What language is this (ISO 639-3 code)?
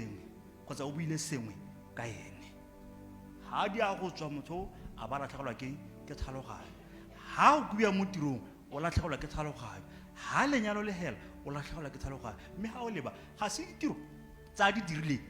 tsn